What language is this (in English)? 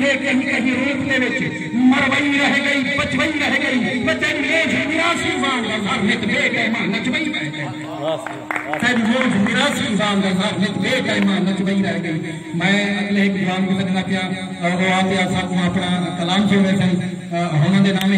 Saraiki